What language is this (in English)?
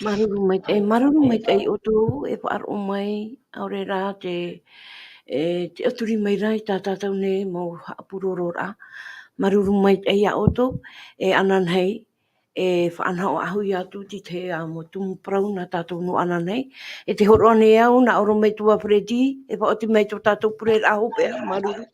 Tahitian